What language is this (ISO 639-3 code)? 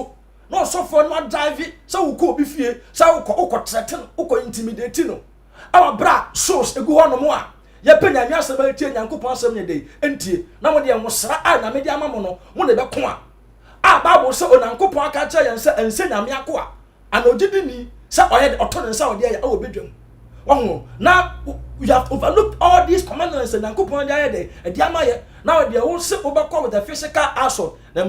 aka